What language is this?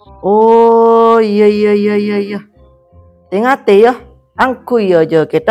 Madurese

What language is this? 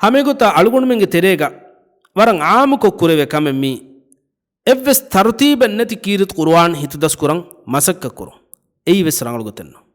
Divehi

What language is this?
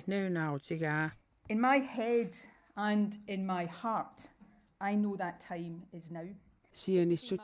Kalaallisut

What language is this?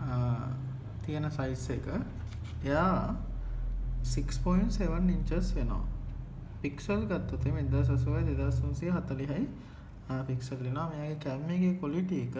Sinhala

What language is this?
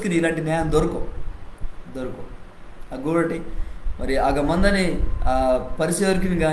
Koya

